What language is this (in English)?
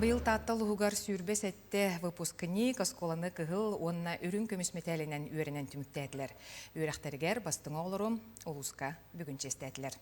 Yakut